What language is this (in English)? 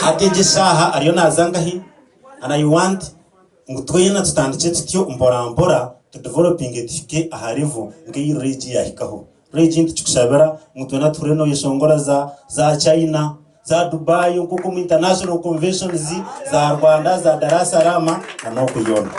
Nyankole